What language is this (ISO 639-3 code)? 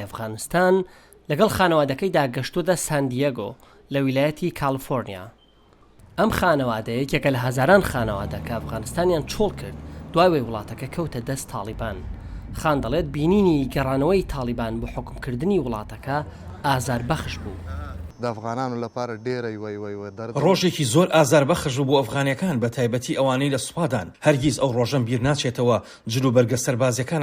ckb